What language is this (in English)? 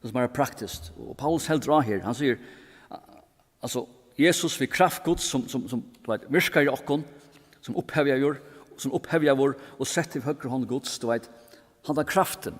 Faroese